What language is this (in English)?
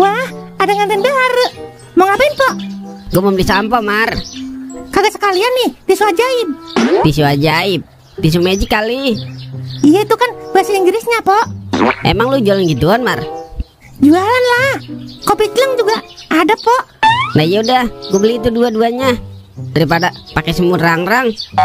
Betawi